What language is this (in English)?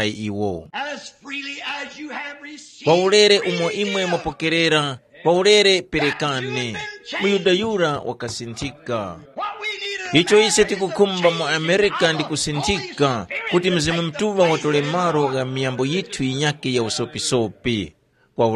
Tumbuka